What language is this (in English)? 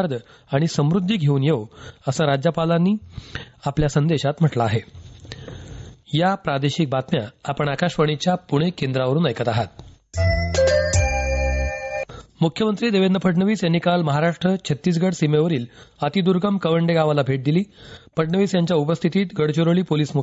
Marathi